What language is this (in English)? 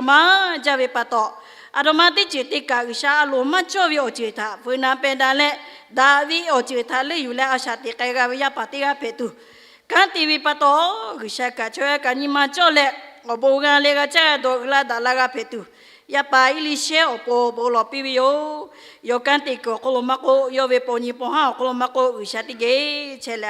Lahu